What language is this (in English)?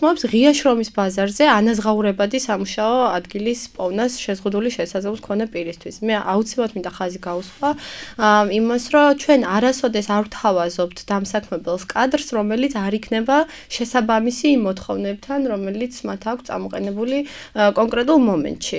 Georgian